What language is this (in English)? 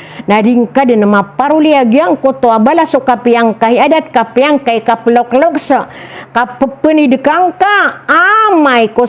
Maranao